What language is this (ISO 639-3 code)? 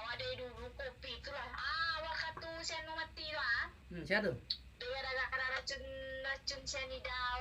min